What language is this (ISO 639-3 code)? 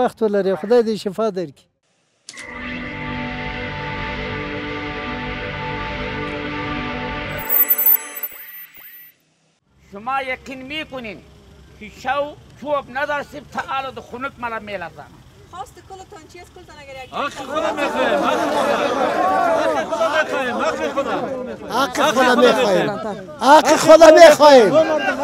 fas